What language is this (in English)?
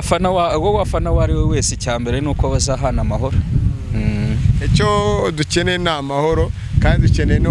Kinyarwanda